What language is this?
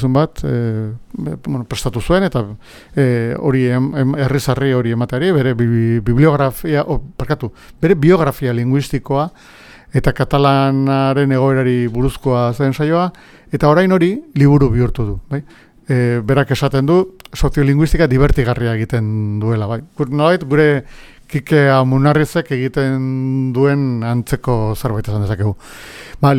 Basque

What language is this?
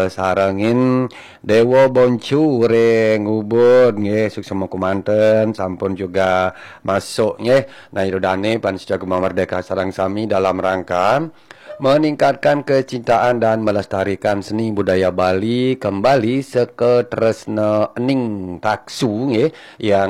Balinese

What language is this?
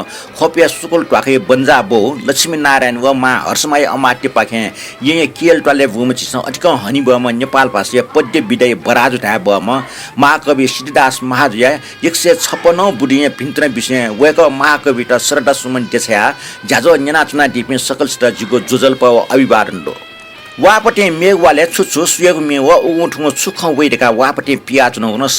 Newari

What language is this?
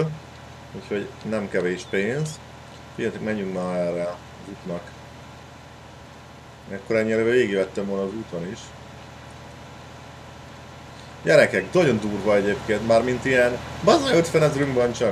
Hungarian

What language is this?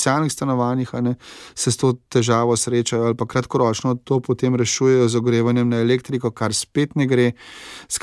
Slovenian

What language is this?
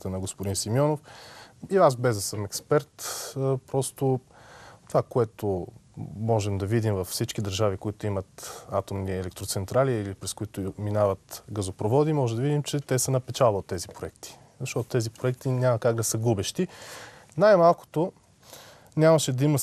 Bulgarian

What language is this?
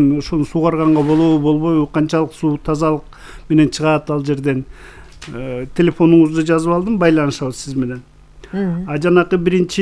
Kyrgyz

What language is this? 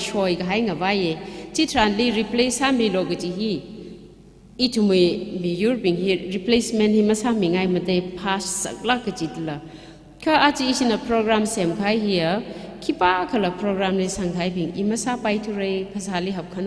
Tangkhul Naga (India)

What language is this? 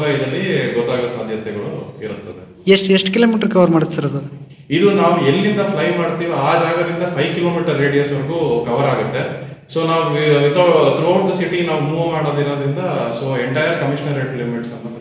Kannada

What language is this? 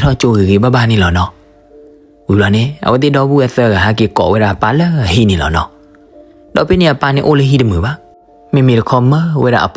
S'gaw Karen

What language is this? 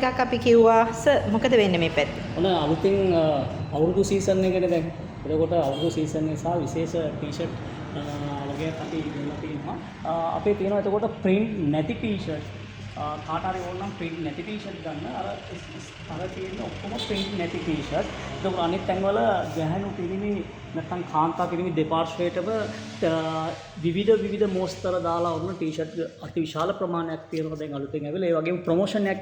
Sinhala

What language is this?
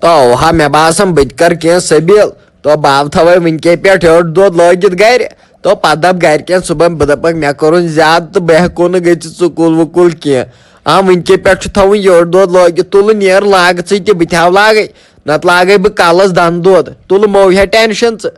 Kashmiri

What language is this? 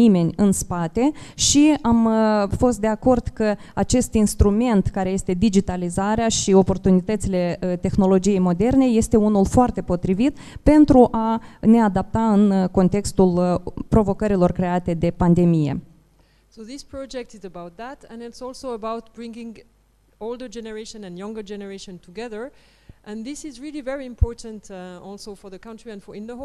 Romanian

